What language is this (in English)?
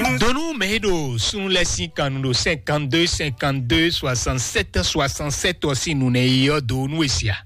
Fon